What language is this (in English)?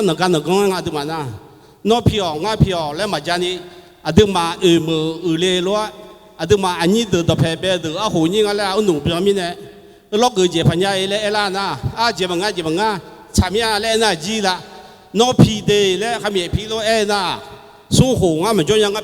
Akha